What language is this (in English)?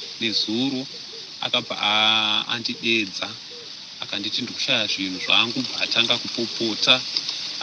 Shona